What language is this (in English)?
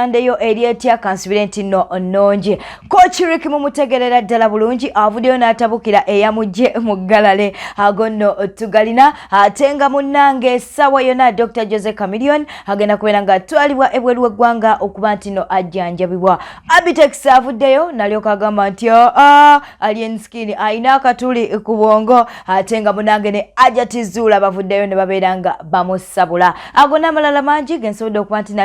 Ganda